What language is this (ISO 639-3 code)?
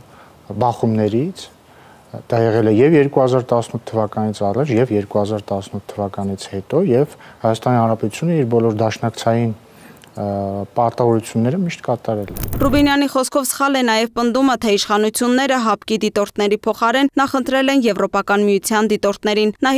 hye